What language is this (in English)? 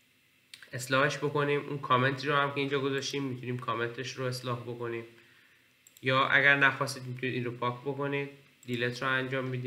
Persian